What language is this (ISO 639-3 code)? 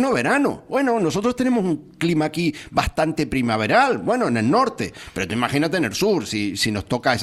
spa